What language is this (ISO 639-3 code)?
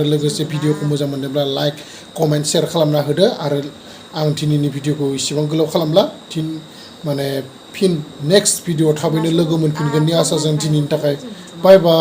brx